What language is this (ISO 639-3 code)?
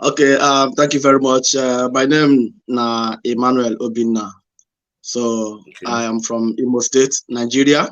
pcm